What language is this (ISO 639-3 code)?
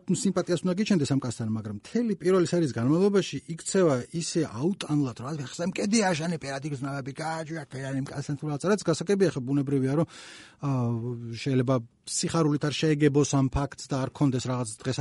kat